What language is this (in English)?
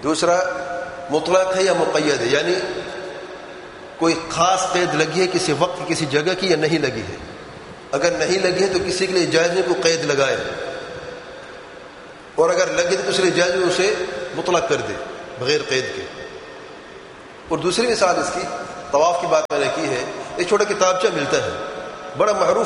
Urdu